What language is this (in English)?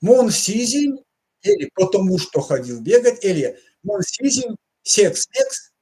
Erzya